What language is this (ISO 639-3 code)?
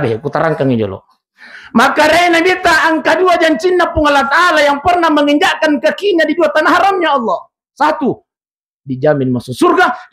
bug